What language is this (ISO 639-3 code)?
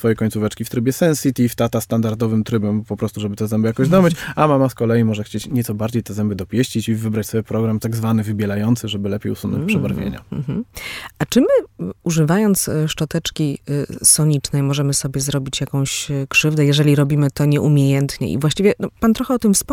pol